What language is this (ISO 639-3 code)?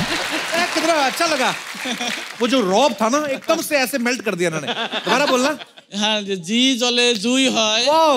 hin